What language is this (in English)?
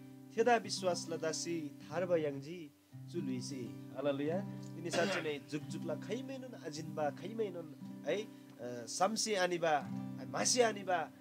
Eastern Tamang